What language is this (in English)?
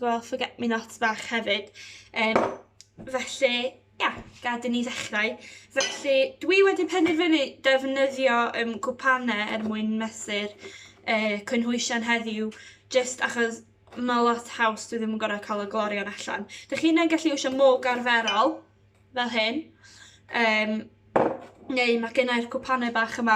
Welsh